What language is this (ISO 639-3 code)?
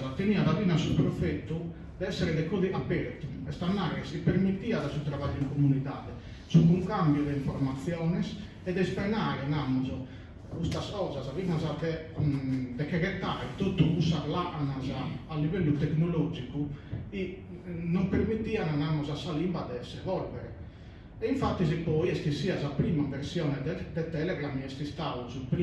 srd